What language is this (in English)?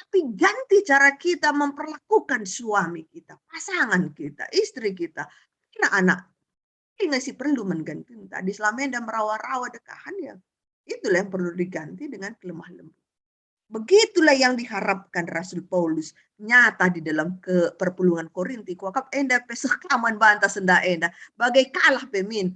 Batak Karo